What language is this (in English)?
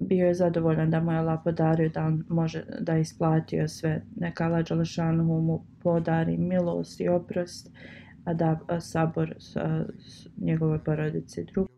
Bosnian